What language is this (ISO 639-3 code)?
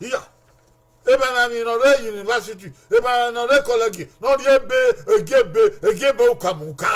bin